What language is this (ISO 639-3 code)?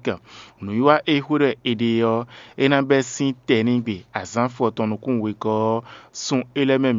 fon